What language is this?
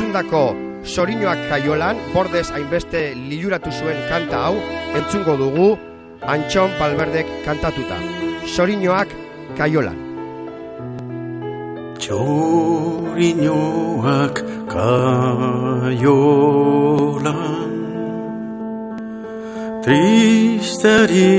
Basque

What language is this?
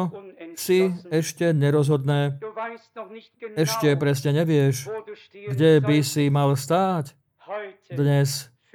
Slovak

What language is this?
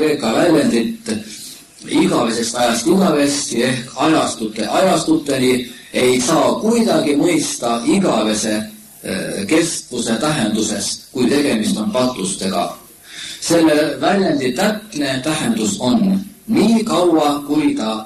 Estonian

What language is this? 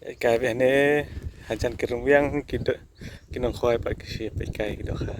Khasi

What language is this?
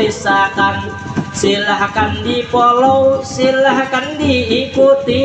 Banjar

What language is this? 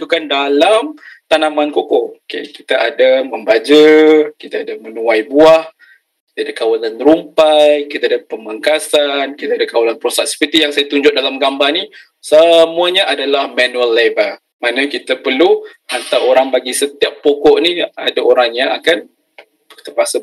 Malay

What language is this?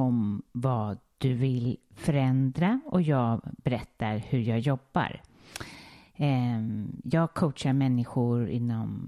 Swedish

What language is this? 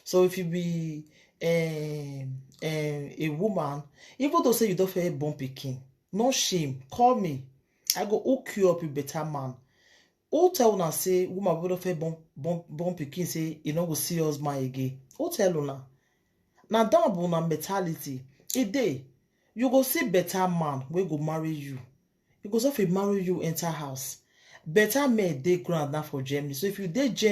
Nigerian Pidgin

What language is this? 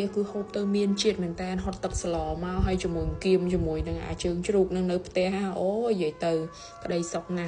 Khmer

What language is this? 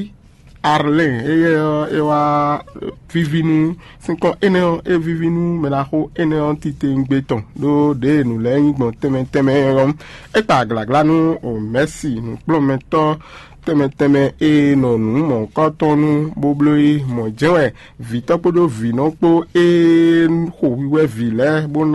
Fon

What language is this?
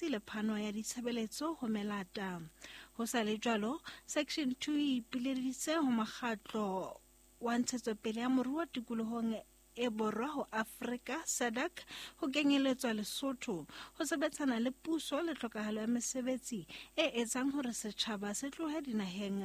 Southern Sotho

